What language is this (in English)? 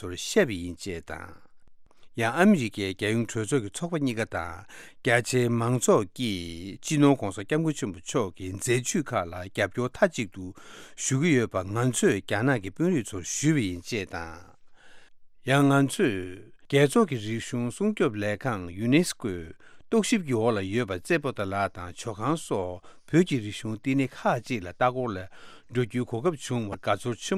Tibetan